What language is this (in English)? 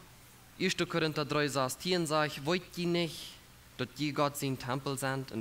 Plautdietsch